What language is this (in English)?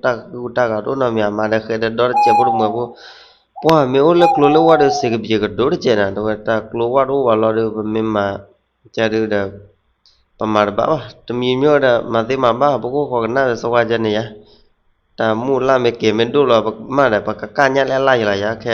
S'gaw Karen